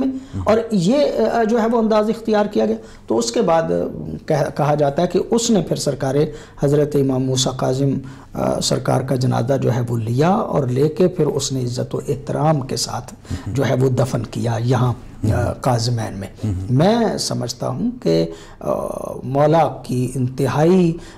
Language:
Urdu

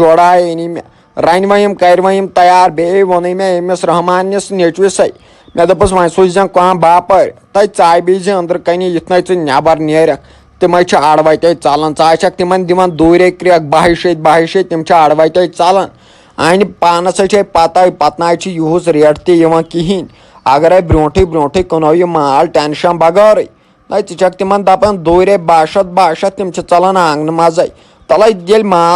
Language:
Kashmiri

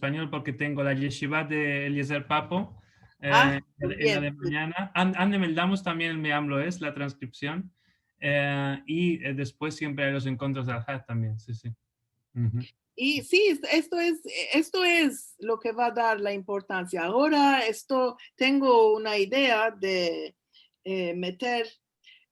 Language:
Ladino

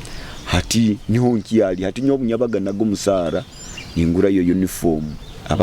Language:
Nyoro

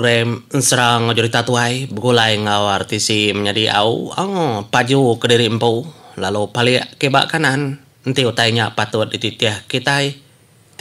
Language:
Iban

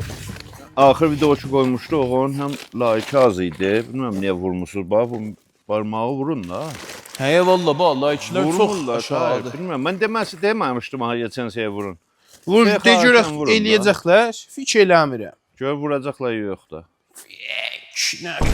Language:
South Azerbaijani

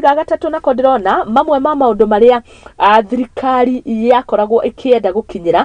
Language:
Kikuyu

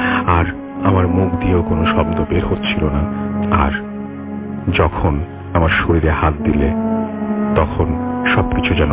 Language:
Bangla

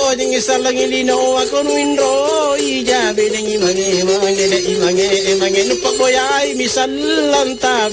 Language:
Makasar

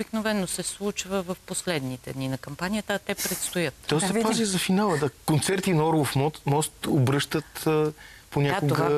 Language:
Bulgarian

